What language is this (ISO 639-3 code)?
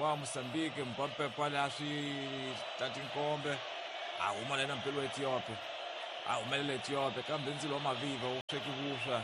tso